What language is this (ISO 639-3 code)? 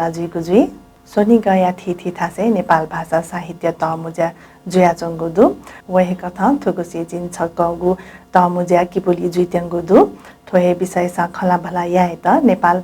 new